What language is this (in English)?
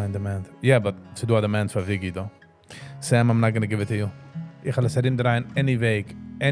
Yiddish